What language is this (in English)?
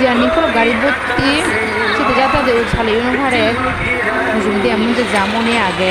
Kok Borok